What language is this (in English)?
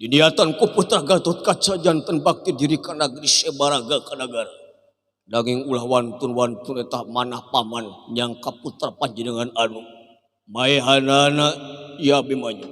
Sundanese